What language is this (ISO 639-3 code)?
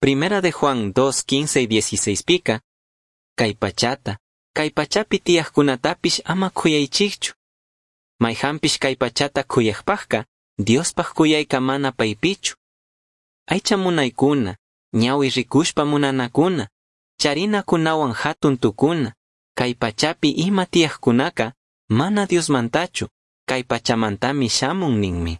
qug